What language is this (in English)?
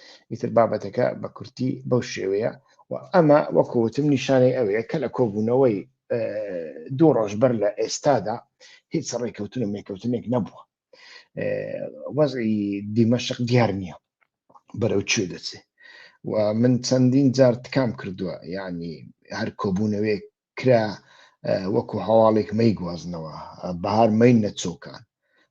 Central Kurdish